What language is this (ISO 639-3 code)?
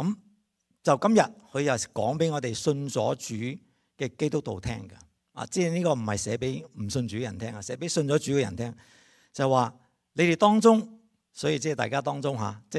yue